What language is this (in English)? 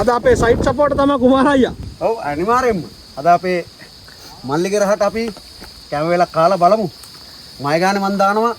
Sinhala